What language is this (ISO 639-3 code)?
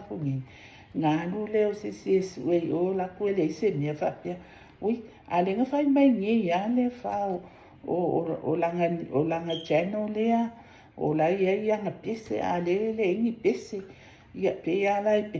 smo